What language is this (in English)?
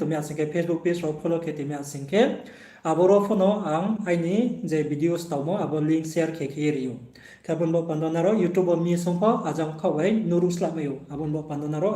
Riang (India)